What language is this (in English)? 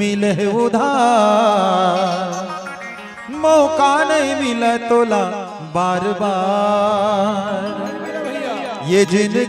Chhattisgarhi